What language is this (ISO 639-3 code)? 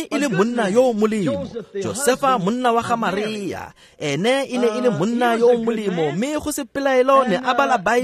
tsn